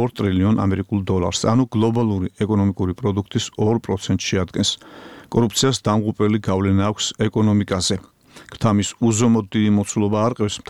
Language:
Georgian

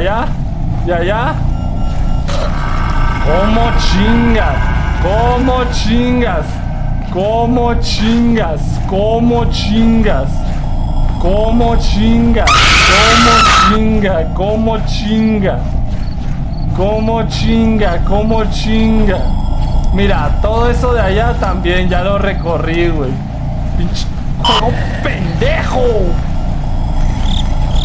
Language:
Spanish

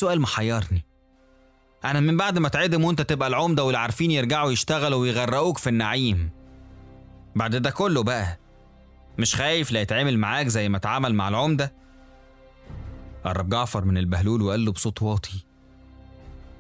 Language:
Egyptian Arabic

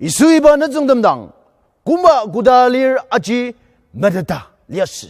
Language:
Ao Naga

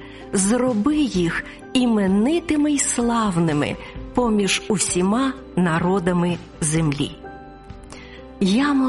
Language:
Ukrainian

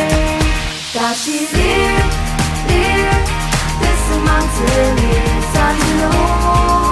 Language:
Ao Naga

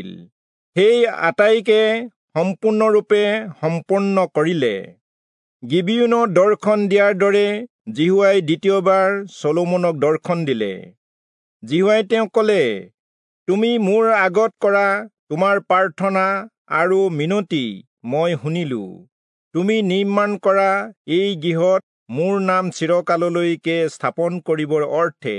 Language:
Assamese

